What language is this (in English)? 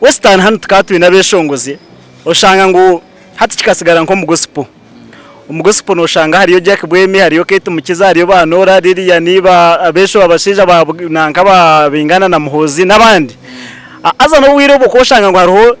Nyankole